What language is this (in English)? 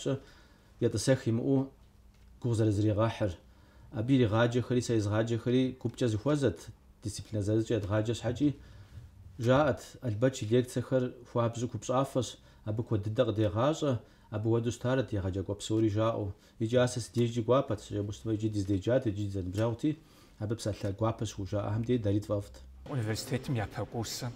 Kabardian